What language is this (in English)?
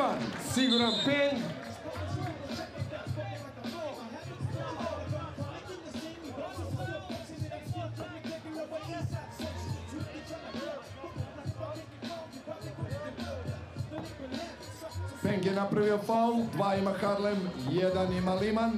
Serbian